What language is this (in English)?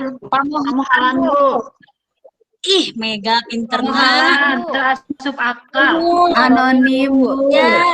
Sundanese